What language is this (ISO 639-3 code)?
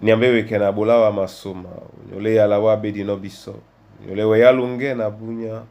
dua